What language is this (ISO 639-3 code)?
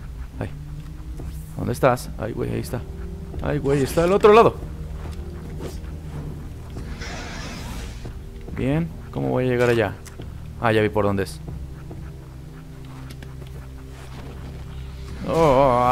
spa